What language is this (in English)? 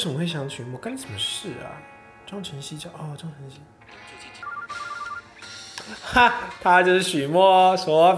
Chinese